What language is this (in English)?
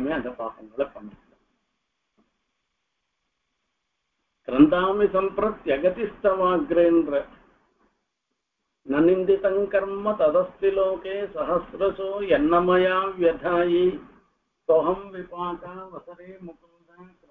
Tamil